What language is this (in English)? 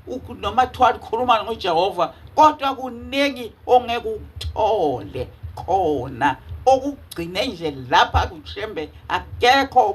Zulu